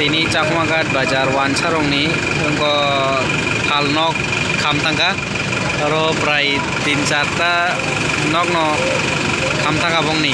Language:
Kok Borok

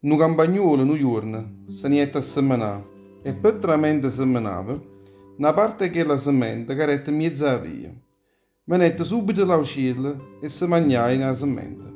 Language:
Neapolitan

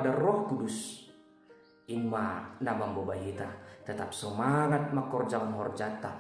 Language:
Batak Simalungun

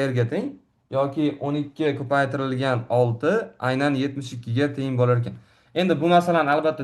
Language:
Uzbek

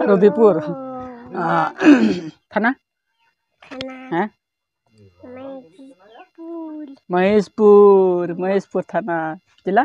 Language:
Santali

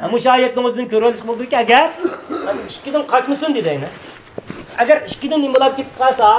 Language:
Uyghur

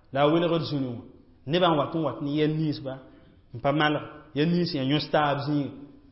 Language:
Mossi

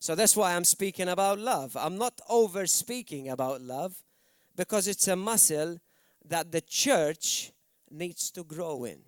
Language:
English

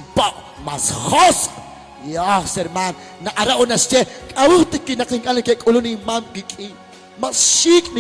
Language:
Kekchí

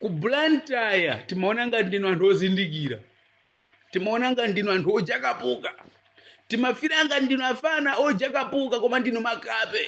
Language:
Nyanja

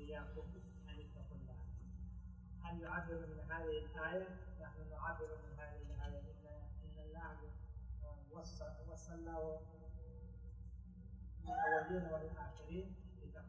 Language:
Arabic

